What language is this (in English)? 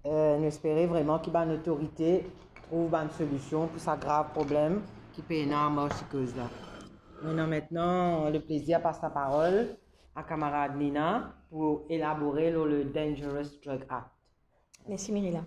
Morisyen